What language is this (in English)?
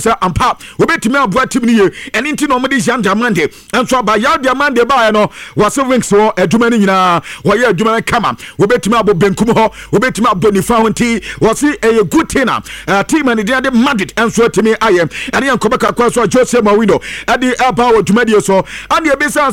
Akan